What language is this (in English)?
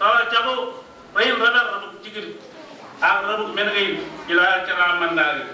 Marshallese